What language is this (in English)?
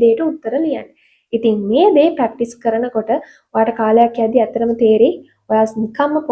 Sinhala